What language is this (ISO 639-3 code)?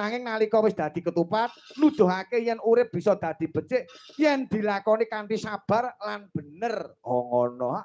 jav